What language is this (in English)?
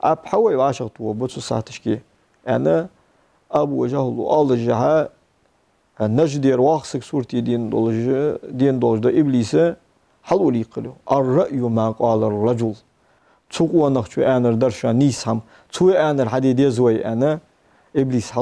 Ingush